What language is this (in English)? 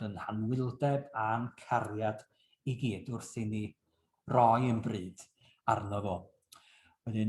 Welsh